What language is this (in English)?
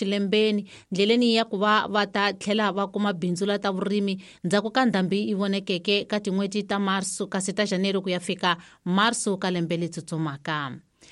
Tsonga